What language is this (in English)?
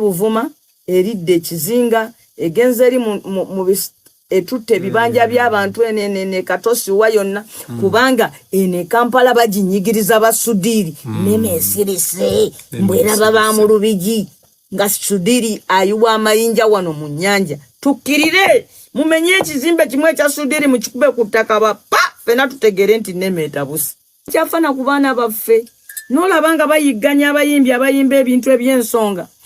Ganda